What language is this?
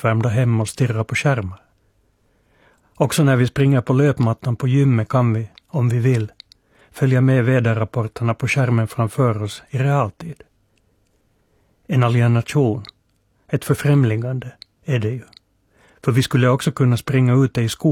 Swedish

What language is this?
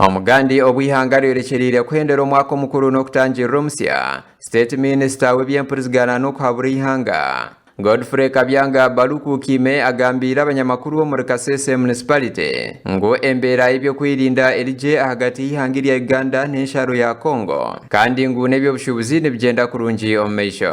Nyankole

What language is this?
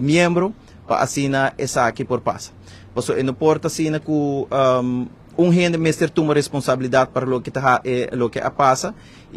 Papiamento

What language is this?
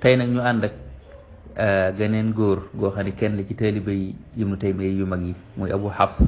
Wolof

